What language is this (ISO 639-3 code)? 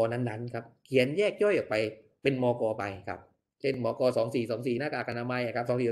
tha